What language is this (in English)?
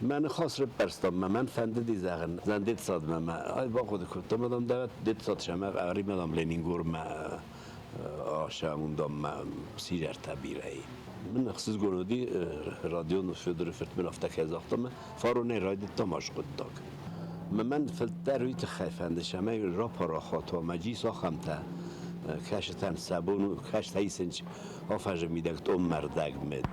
Ossetic